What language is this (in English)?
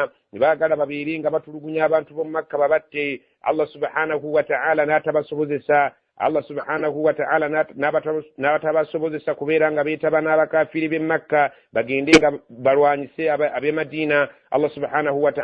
Ganda